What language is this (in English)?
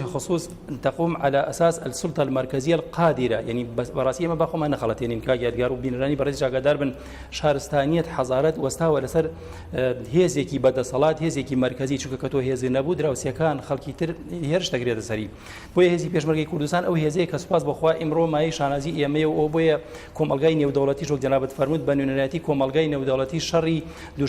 Central Kurdish